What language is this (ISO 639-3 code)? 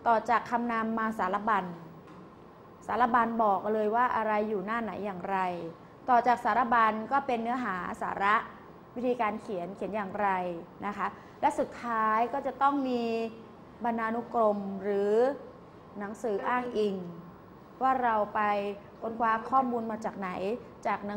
tha